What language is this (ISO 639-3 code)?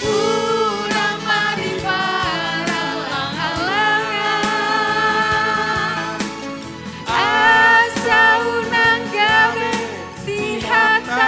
bbc